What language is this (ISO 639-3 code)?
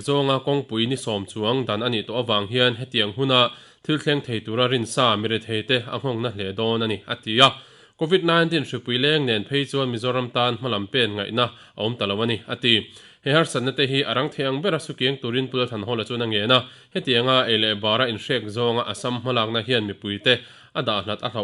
lus